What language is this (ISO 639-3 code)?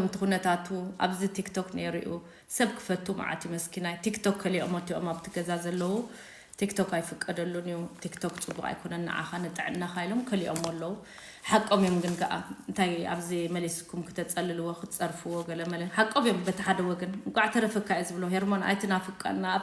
tir